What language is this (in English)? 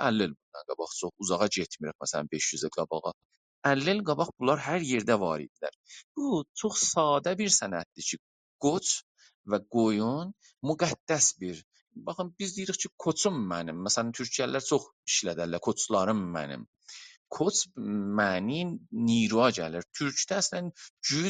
South Azerbaijani